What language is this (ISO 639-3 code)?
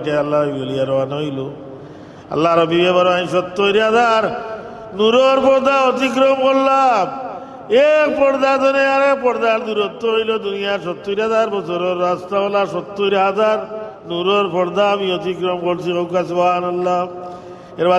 syl